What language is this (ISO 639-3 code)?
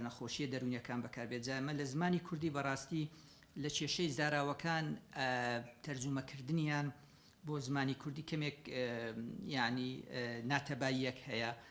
ckb